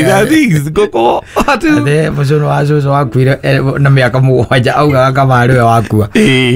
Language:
Kikuyu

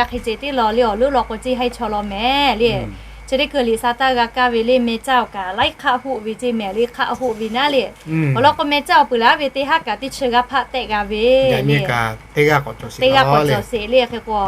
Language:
Lahu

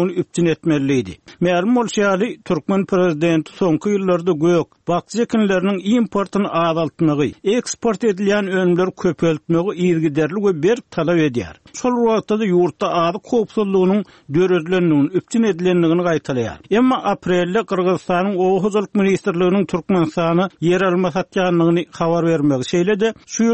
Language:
Turkmen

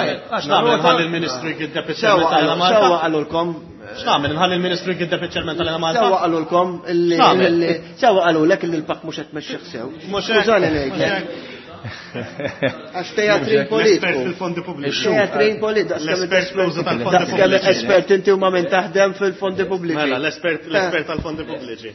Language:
Maltese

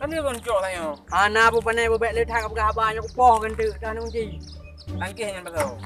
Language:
Achinese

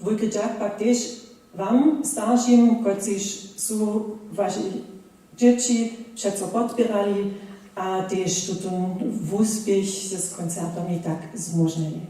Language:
Upper Sorbian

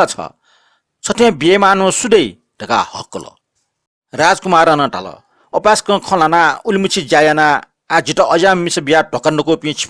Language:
Newari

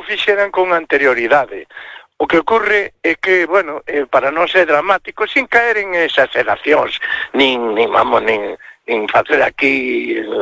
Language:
Galician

